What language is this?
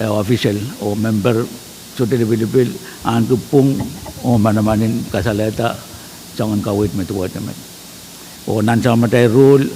Pohnpeian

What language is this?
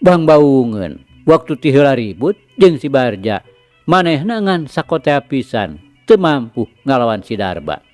Sundanese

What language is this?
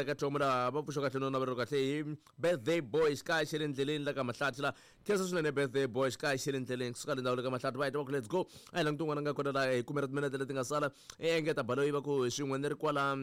Tsonga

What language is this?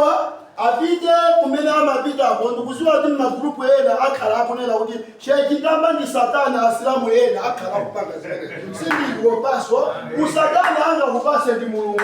Nyanja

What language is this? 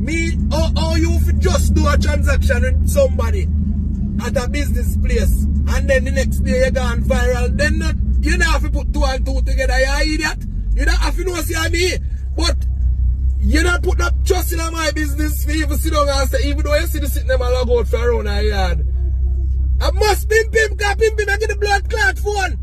Jamaican Creole English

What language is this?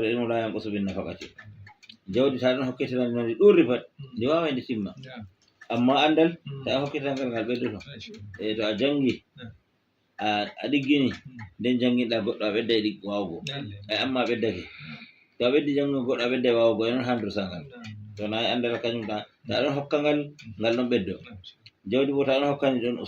Fula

